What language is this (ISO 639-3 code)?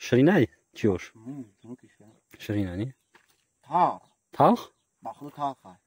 tgk